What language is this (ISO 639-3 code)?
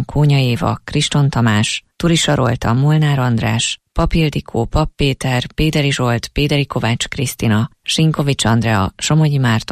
hun